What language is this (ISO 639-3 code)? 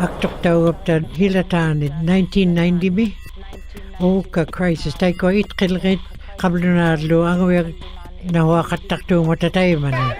ikt